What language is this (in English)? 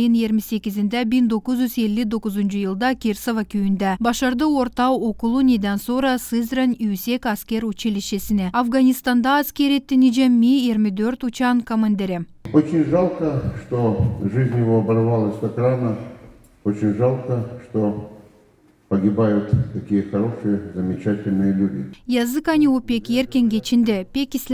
Gagauz